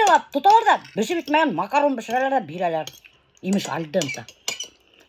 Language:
Bashkir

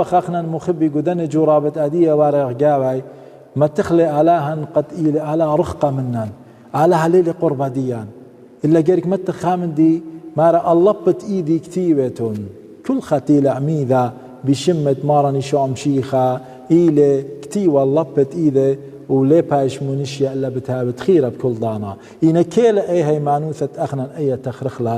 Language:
Assyrian Neo-Aramaic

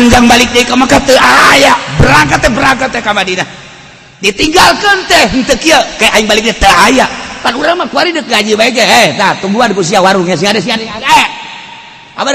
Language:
Sundanese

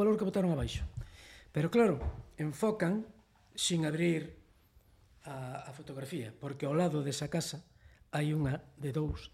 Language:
Galician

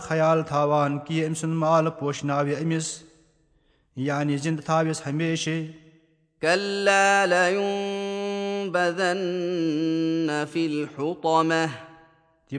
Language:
Kashmiri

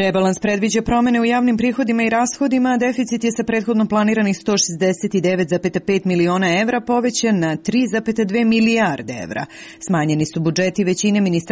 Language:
Serbian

